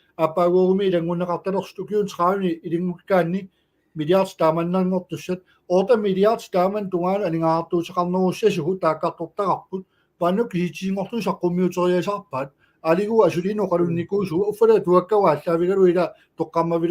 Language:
Kalaallisut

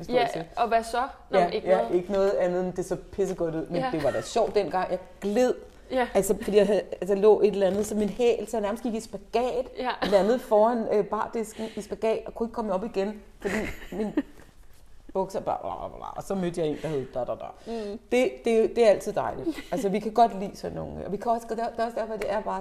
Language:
Danish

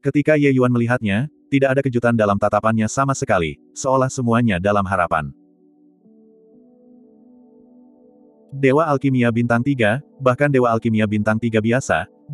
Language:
Indonesian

